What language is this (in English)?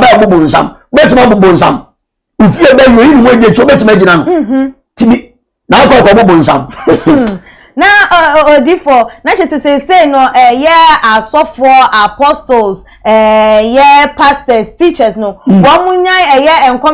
Akan